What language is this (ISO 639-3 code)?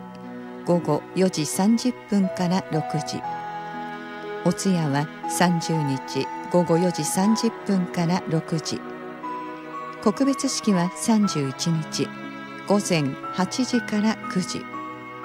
jpn